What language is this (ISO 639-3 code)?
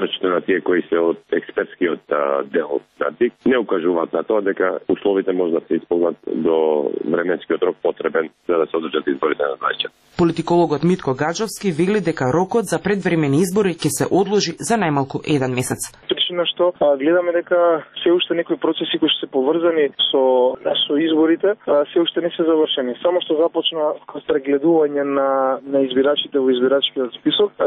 mkd